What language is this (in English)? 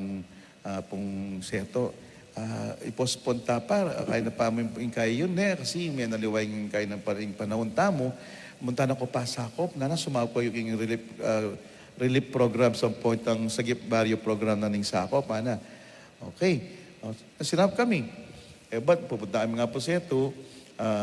Pampanga